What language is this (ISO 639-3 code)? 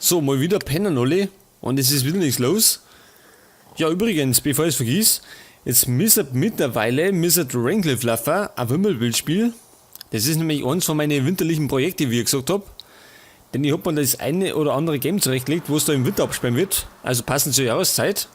bar